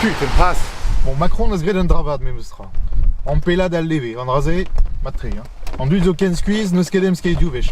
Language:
Breton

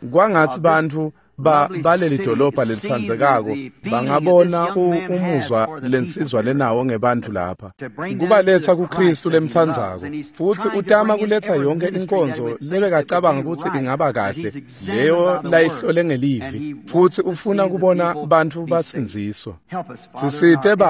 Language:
Swati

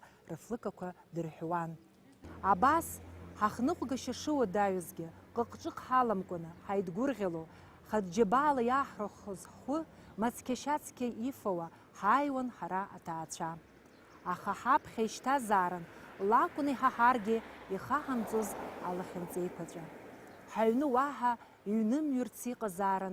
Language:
Abkhazian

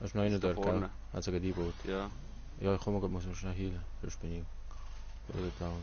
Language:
Swiss German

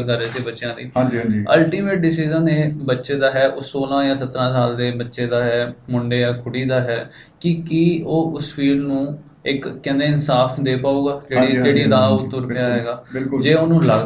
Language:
Punjabi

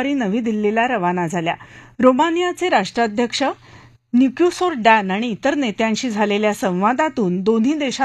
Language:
Marathi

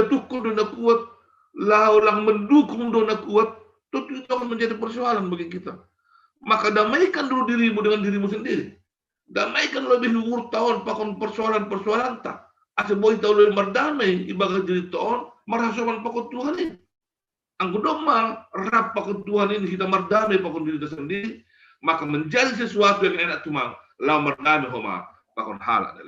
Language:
Batak Simalungun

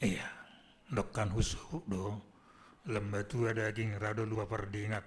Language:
Batak Simalungun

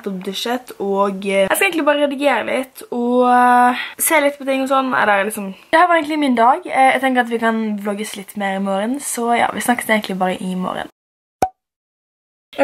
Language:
Norwegian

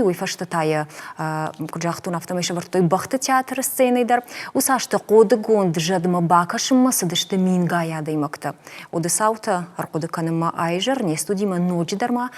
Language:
Ossetic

